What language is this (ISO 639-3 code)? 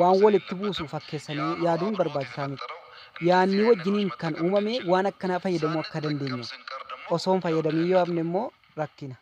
orm